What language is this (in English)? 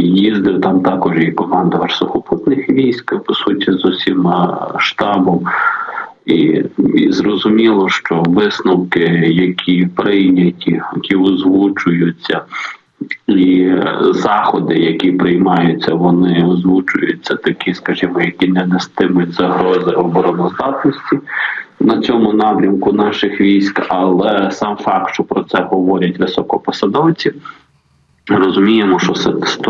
Ukrainian